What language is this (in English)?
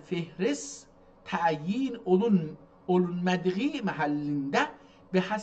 South Azerbaijani